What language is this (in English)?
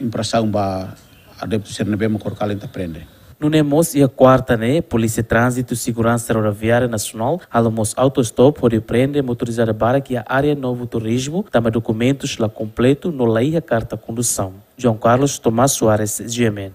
Tetum